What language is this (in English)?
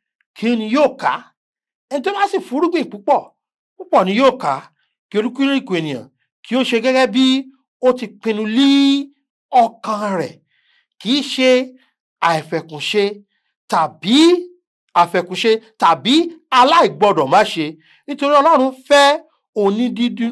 Yoruba